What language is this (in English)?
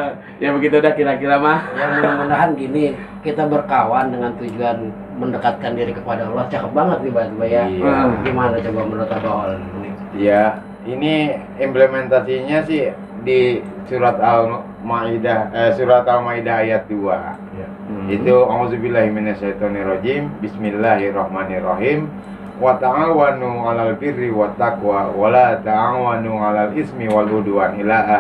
Betawi